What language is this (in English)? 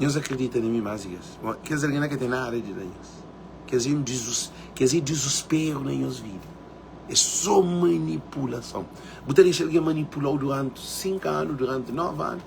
Kabuverdianu